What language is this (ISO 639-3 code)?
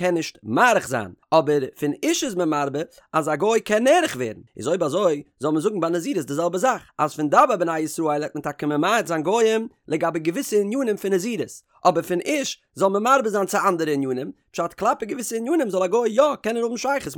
yid